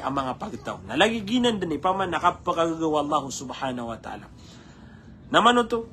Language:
Maranao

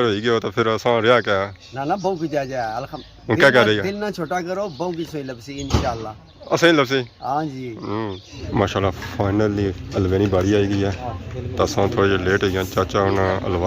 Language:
Pahari-Potwari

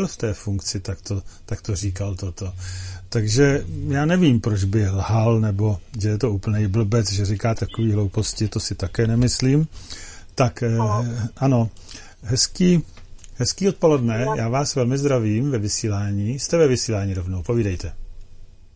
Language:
Czech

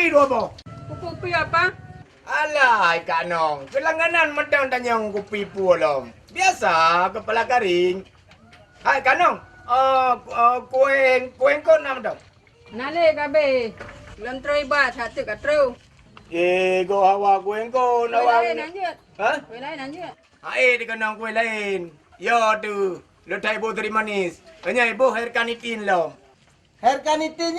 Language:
Achinese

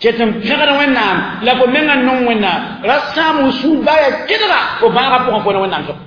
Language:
Mossi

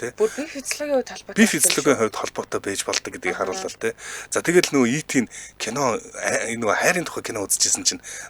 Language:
Mongolian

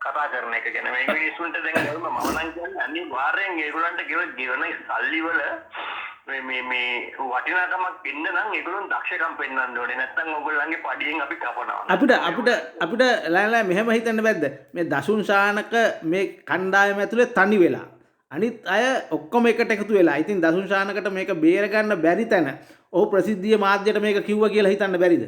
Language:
Sinhala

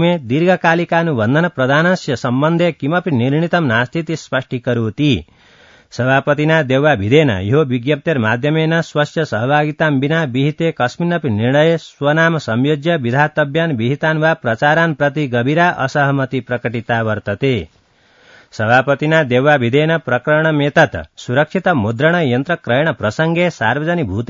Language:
Sanskrit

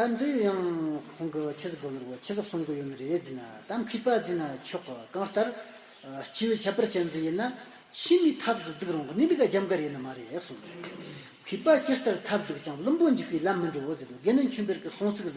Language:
Amdo Tibetan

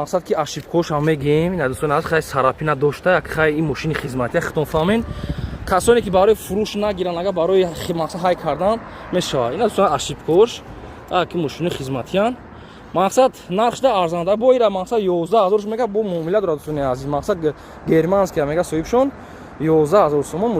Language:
Tajik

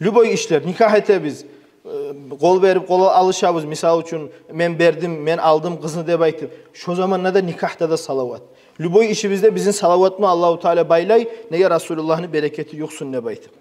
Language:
Kumyk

